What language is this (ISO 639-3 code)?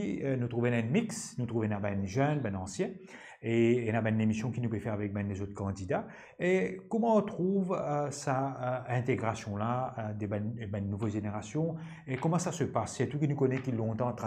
mfe